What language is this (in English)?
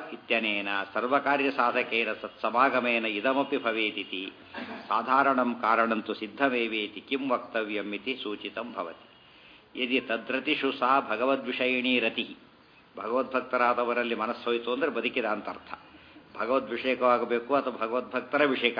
Kannada